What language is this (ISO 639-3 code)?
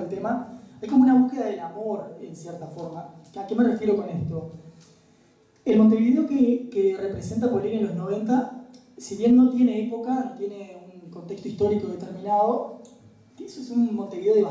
spa